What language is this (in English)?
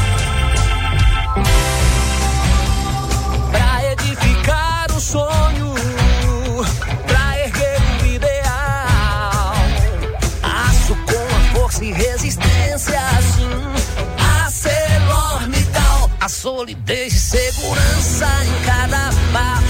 Portuguese